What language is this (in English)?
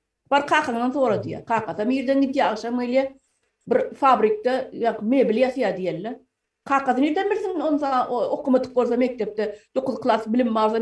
Turkmen